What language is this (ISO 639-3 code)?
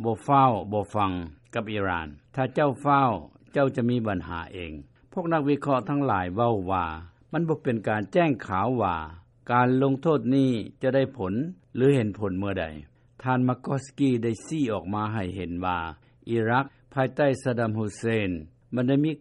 lao